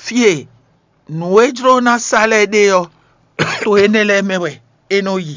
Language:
Fon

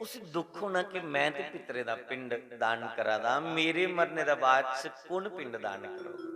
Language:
Dogri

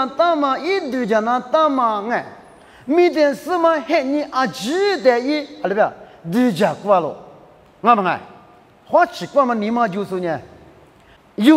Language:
Lisu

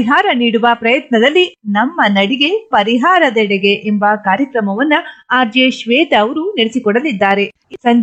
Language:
Kannada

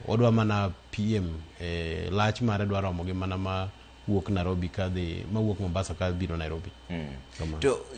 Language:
Luo (Kenya and Tanzania)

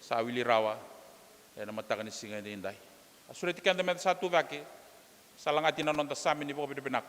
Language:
Fijian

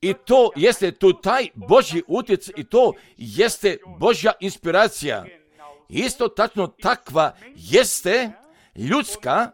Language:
Serbian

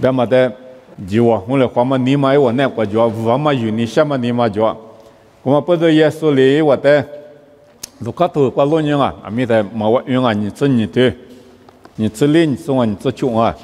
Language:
Lisu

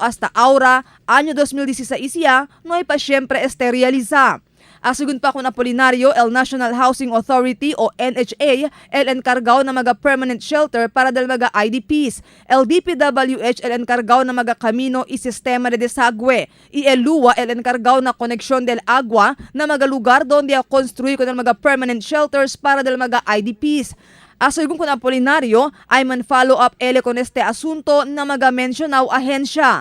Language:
Chavacano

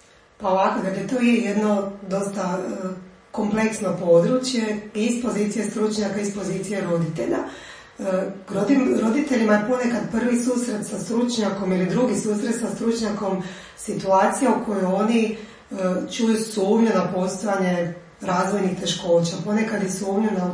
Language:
Croatian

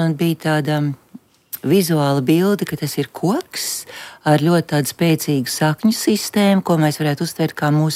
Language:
Latvian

